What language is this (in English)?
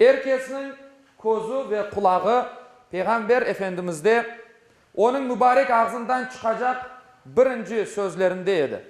Crimean Tatar